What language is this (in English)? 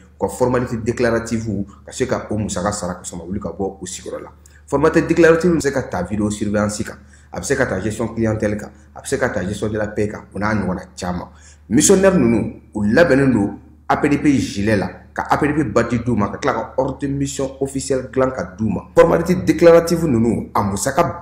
Bambara